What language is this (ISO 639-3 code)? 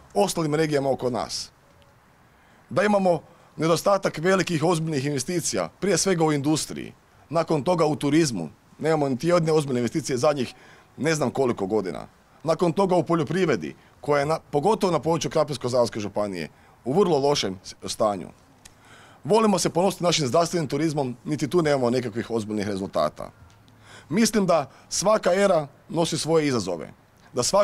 hrv